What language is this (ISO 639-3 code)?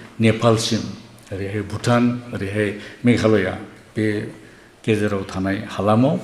brx